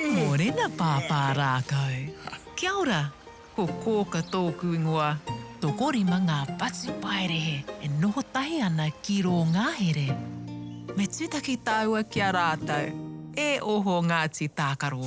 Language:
Māori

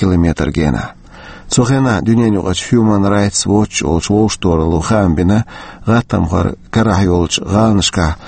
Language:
Chechen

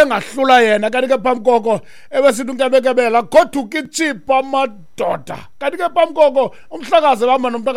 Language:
Xhosa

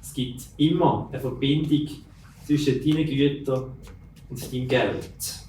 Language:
Swiss German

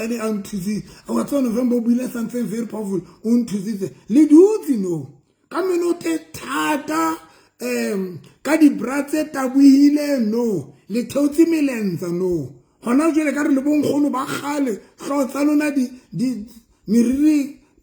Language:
Southern Sotho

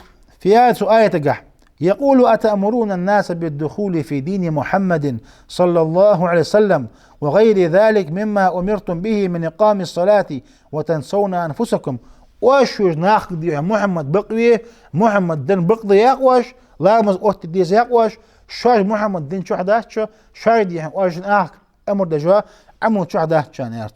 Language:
Ingush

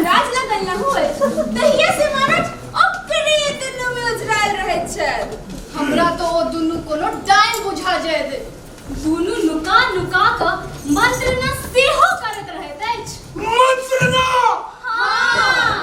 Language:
Maithili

